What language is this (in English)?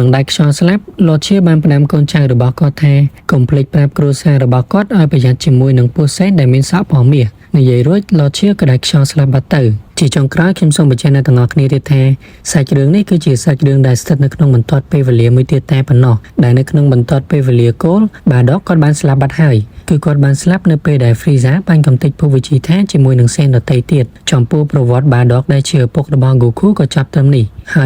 Khmer